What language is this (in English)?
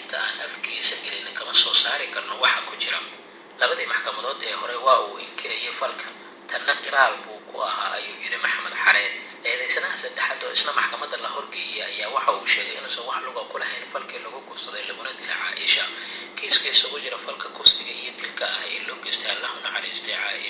Somali